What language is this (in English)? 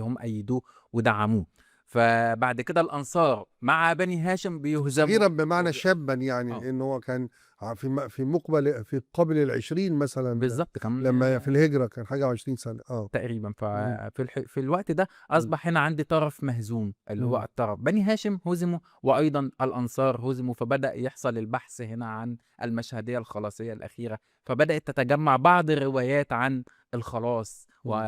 Egyptian Arabic